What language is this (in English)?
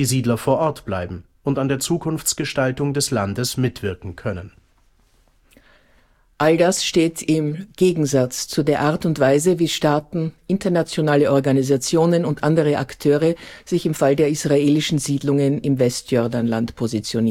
German